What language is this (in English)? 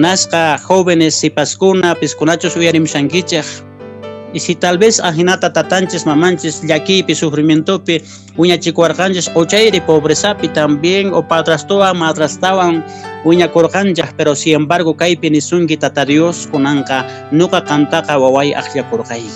Quechua